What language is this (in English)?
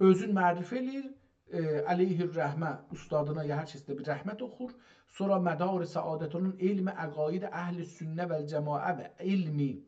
South Azerbaijani